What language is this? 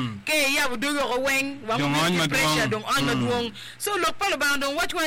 Acoli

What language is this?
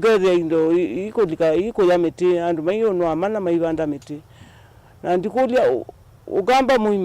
Kamba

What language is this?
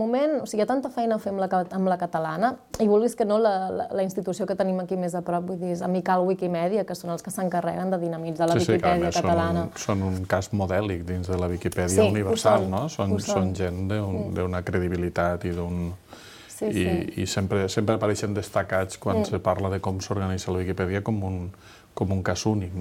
Catalan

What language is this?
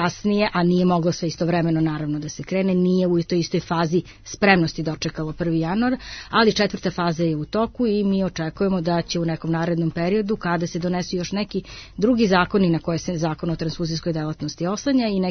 Serbian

